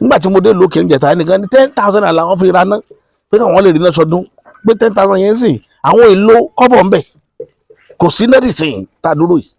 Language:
Yoruba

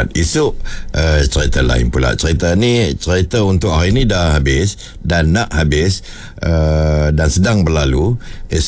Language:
Malay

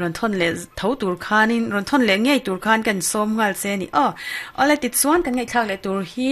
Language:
Mizo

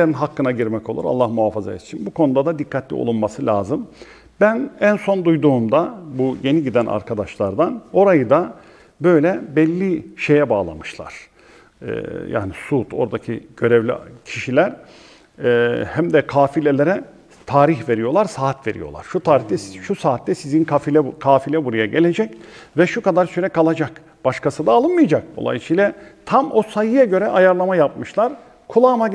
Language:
Turkish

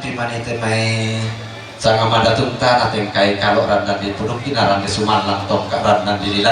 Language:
Toraja-Sa'dan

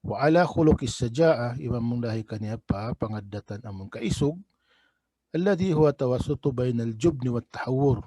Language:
Tausug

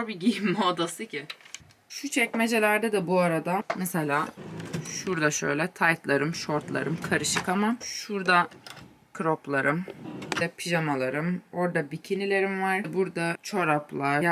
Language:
Turkish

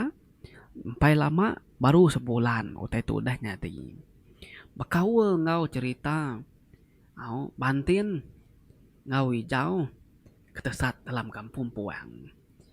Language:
Iban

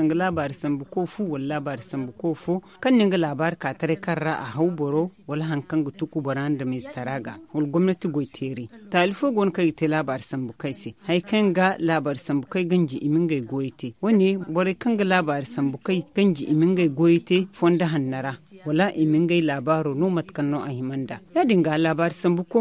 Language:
Zarma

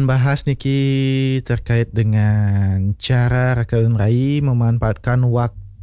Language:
Balinese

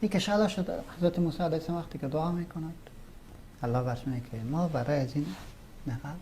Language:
Persian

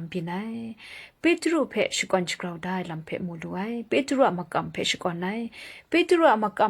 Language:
Kachin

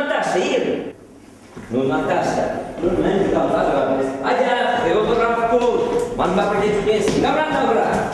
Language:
Chuvash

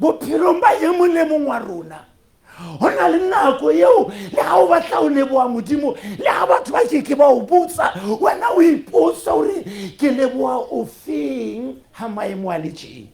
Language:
Southern Sotho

